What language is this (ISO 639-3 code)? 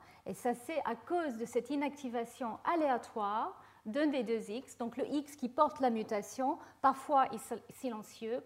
fra